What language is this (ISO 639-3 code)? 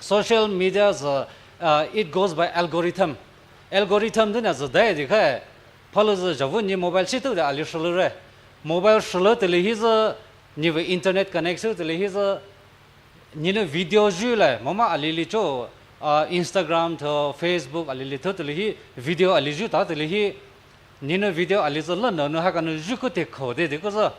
pmx